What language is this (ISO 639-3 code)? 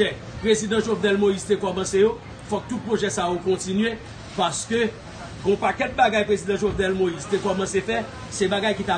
hat